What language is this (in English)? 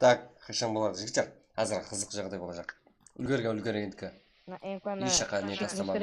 Kara-Kalpak